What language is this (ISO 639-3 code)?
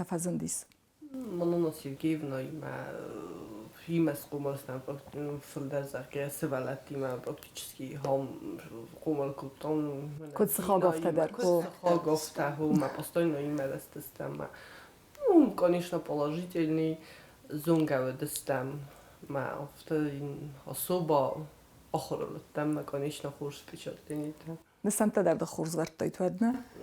oss